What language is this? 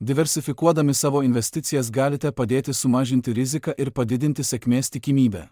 Lithuanian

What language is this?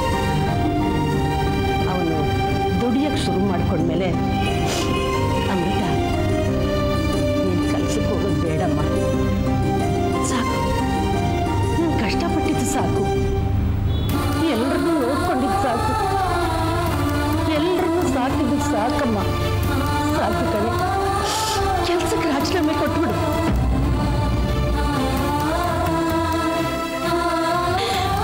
Kannada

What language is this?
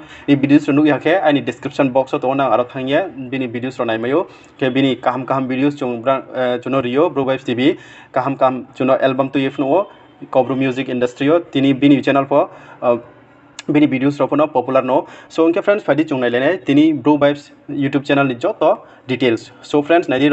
Riang (India)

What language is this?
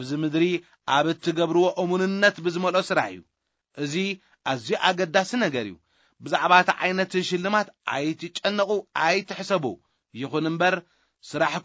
Tigrinya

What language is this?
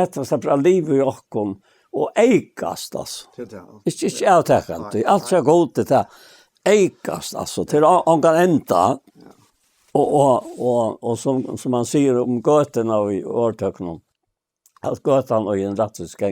Faroese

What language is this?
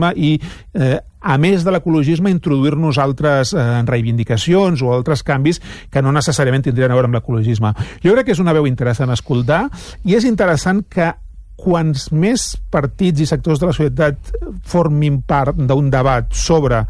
Catalan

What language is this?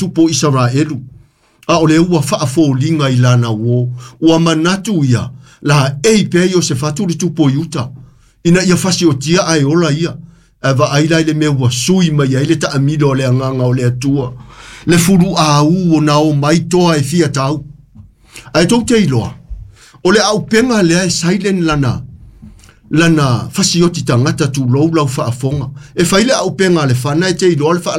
Samoan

